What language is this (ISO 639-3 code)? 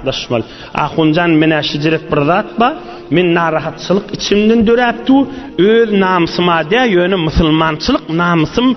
tuk